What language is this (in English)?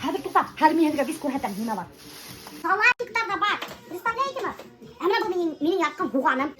Bashkir